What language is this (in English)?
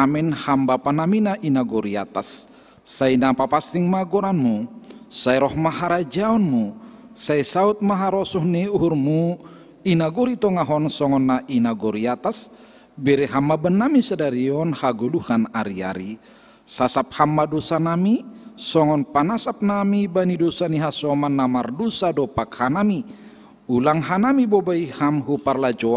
Batak Simalungun